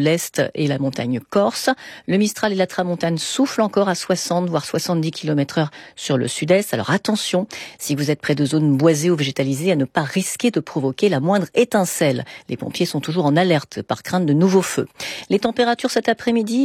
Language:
French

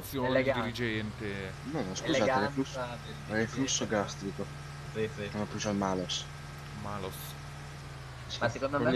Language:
Italian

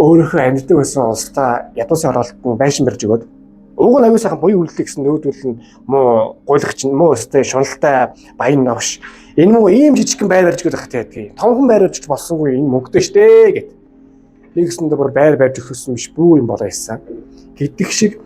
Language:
Mongolian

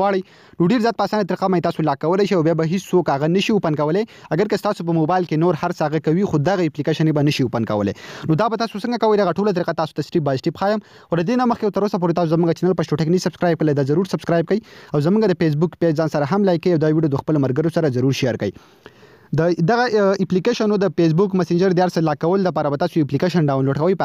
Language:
Pashto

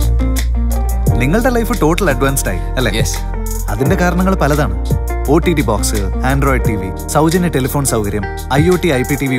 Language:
Malayalam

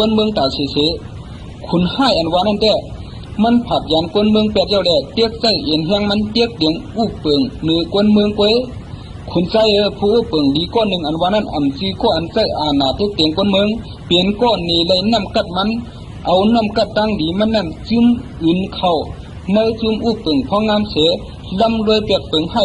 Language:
Shan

